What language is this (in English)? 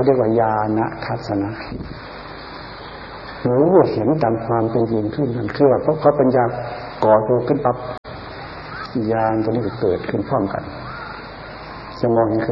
Thai